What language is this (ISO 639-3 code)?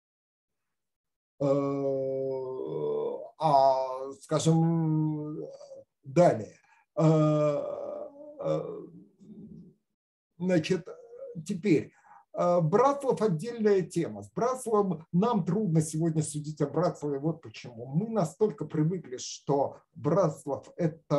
rus